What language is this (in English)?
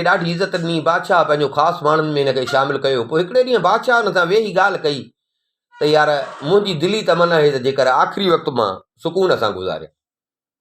Sindhi